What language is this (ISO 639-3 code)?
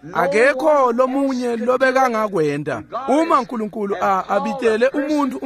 ssw